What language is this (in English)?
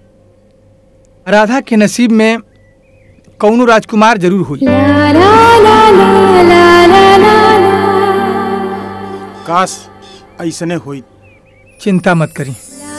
Bhojpuri